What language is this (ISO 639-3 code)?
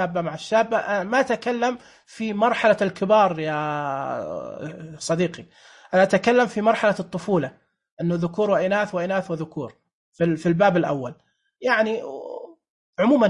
ars